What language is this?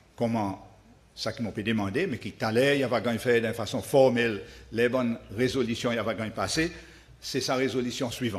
Seselwa Creole French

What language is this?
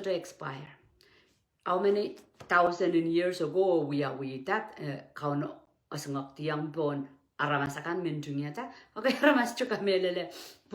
Pohnpeian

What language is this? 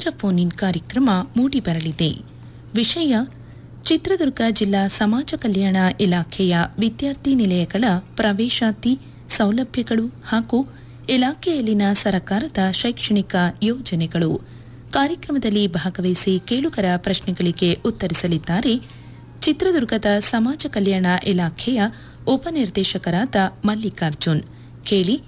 Kannada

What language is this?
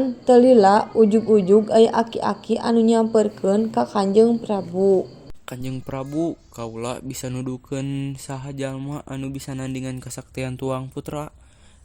Sundanese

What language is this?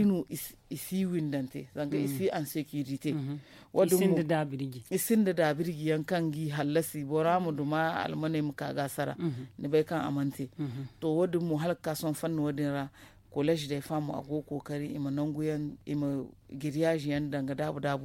Zarma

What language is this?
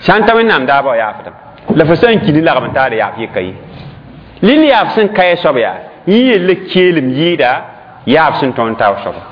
Mossi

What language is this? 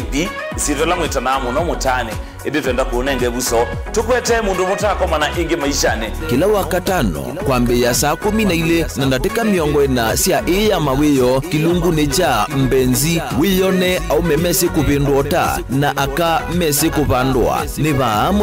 Kamba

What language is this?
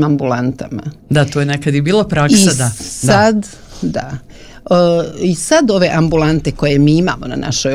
Serbian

